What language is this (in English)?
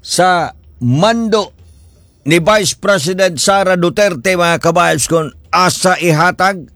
Cebuano